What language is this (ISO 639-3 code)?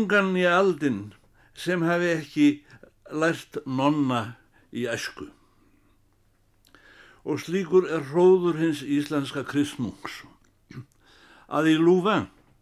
isl